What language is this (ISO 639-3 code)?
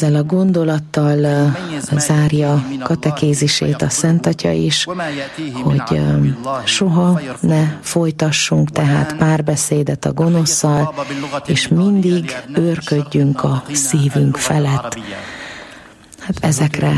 hun